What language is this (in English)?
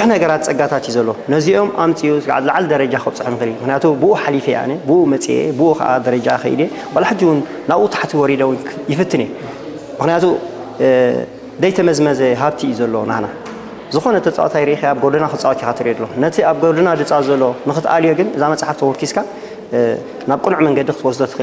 Tigrinya